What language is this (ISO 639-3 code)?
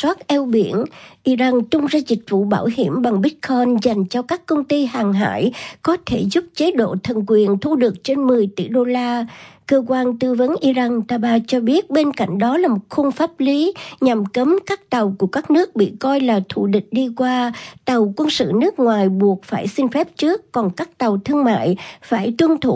vie